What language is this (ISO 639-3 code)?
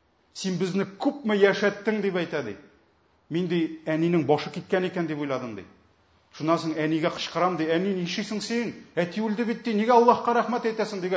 tat